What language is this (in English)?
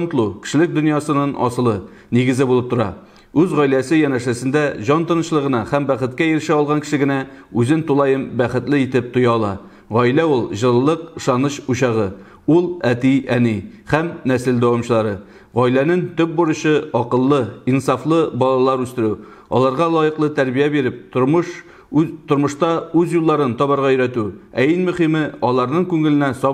Tatar